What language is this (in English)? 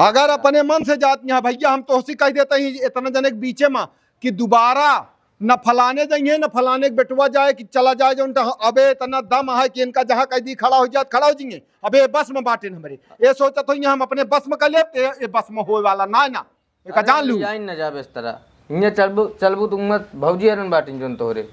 Awadhi